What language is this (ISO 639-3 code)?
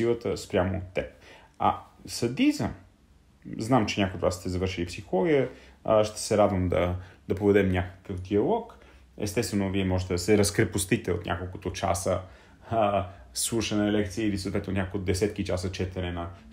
bul